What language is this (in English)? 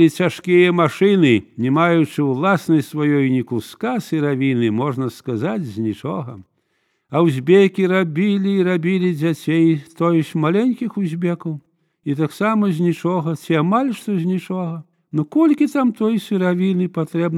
Belarusian